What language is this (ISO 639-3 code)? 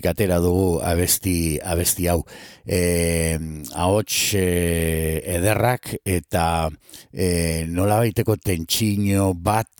eus